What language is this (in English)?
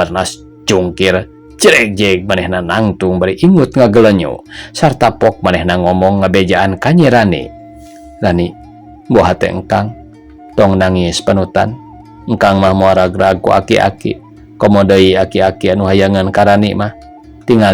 Sundanese